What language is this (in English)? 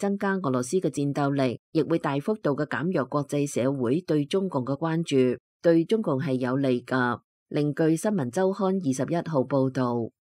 Cantonese